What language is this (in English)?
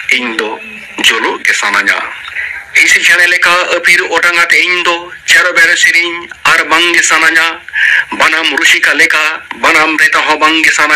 Santali